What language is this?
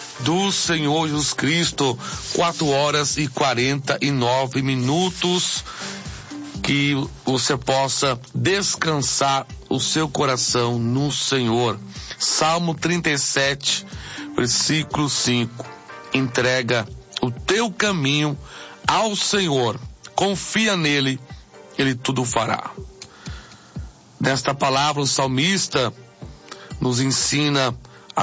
Portuguese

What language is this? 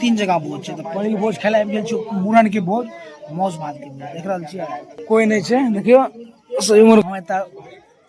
Maithili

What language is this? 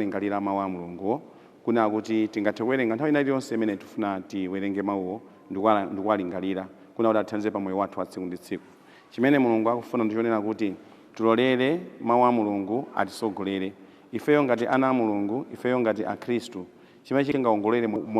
Nyanja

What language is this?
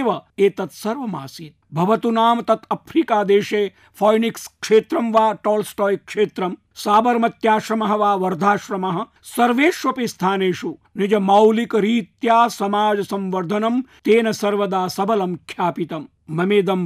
Sanskrit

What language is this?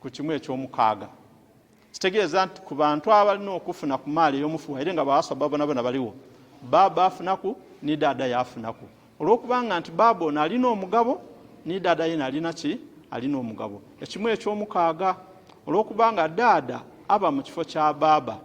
Ganda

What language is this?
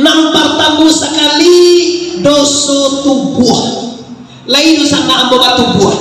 Minangkabau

